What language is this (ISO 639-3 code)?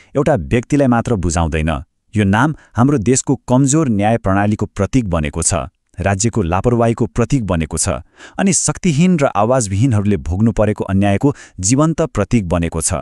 nep